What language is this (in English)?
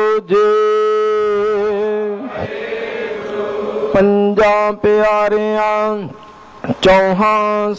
Punjabi